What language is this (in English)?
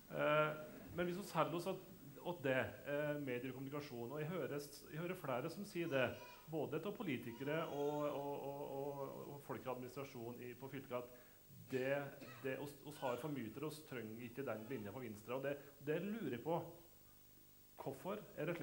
Norwegian